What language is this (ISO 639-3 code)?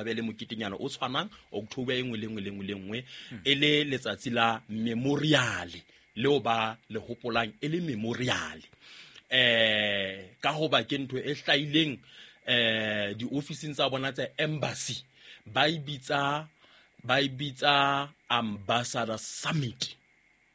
sot